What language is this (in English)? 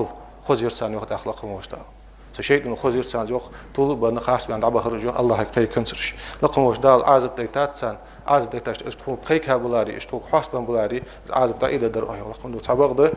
Ingush